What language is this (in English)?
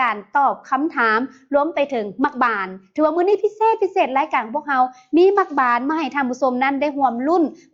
Lao